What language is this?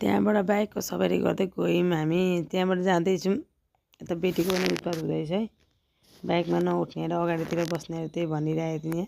Nepali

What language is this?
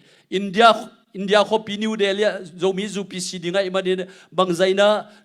Tedim Chin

